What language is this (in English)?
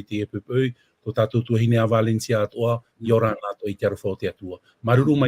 Tahitian